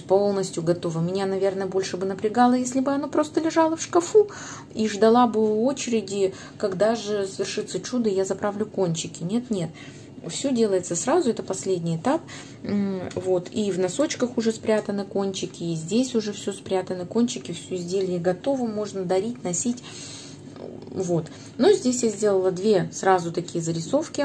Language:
Russian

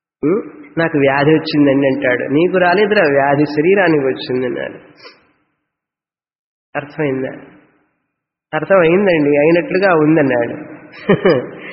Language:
Telugu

